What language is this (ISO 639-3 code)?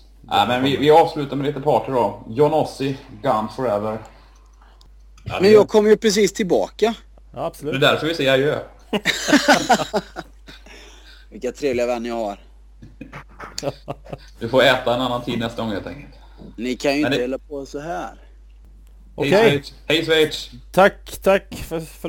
swe